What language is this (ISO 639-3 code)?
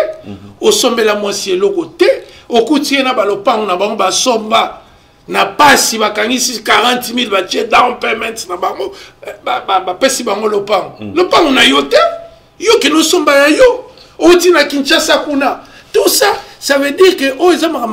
lin